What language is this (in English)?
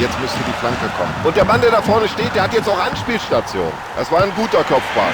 Bavarian